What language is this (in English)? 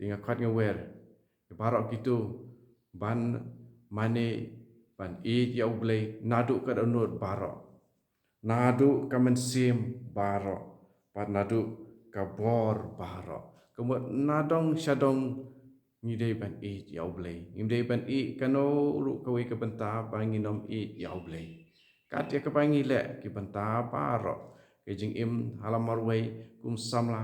Khasi